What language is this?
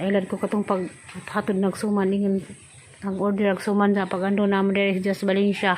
Cebuano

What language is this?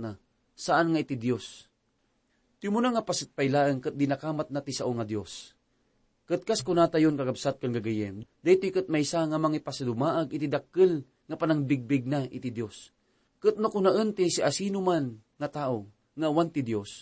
Iloko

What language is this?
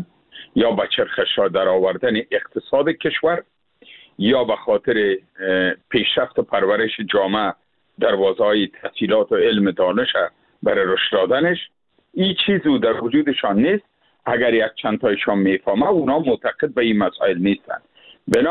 Persian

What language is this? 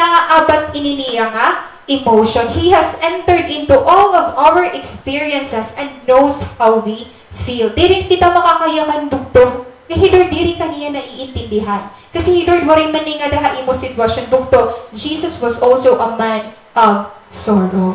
Waray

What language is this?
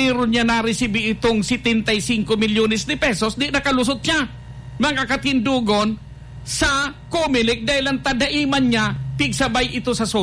Bikol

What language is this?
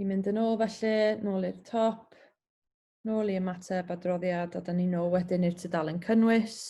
Welsh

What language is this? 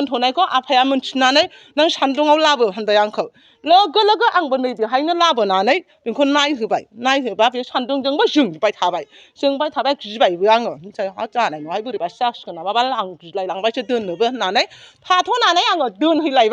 Bodo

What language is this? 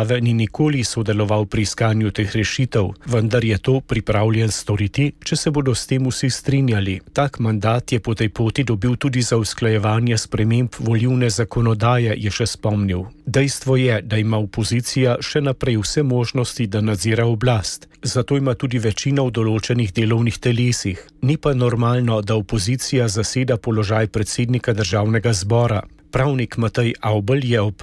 Slovenian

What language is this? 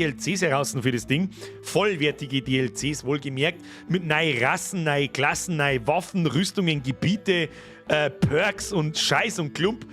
Bavarian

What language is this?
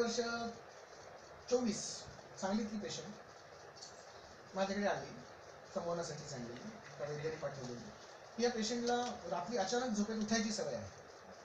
Marathi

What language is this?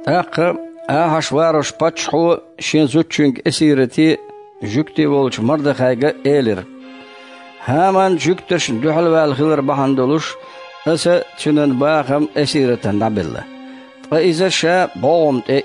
Chechen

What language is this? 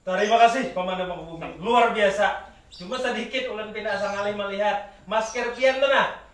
Banjar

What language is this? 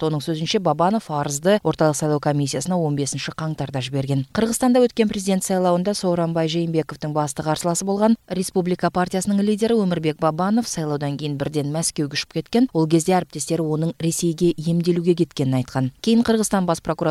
Kyrgyz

